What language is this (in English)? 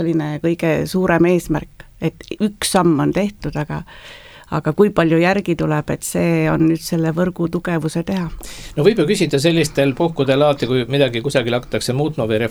Estonian